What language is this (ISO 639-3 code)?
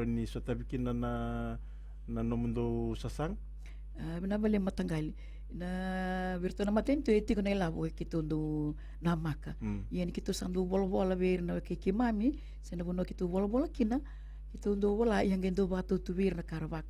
fij